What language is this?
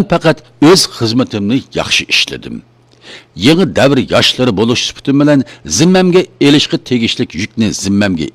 Uyghur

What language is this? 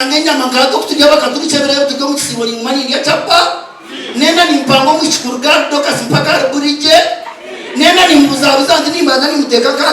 Nyankole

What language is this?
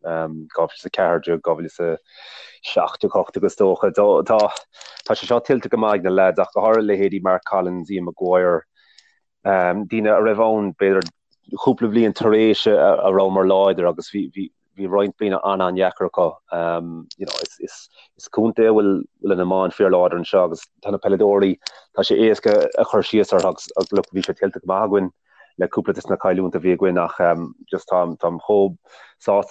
Irish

